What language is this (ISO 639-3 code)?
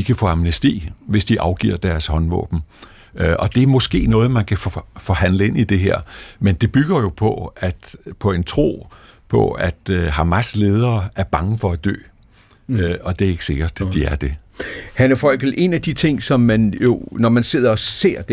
dan